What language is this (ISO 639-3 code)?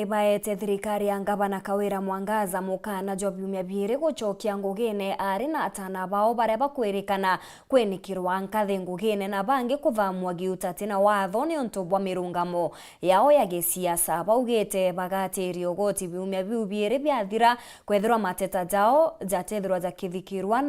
mer